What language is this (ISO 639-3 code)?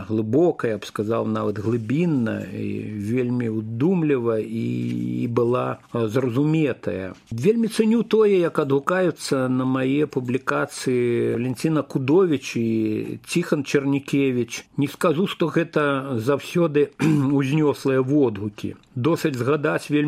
bel